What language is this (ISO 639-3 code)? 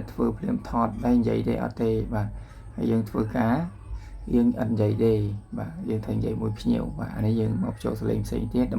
khm